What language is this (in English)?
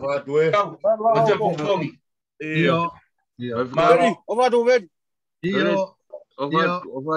Tongan